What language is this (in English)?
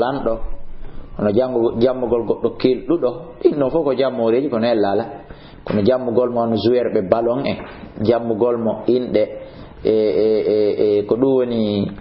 Fula